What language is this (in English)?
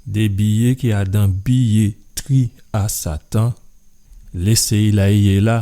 Guadeloupean Creole French